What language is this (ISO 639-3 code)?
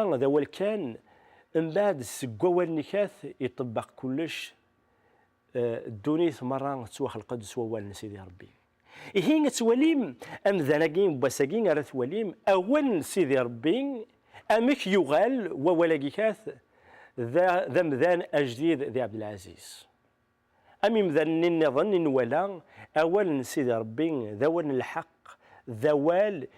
kab